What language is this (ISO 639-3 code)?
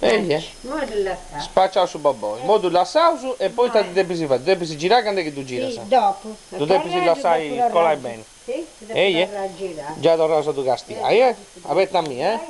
srd